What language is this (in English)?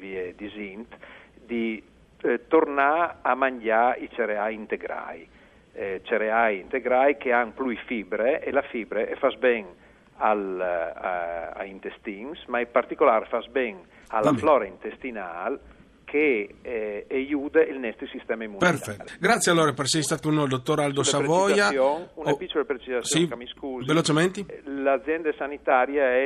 Friulian